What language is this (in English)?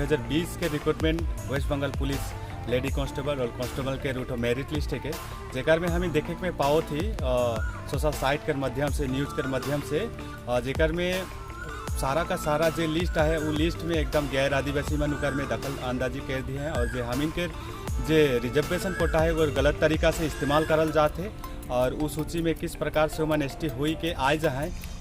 Sadri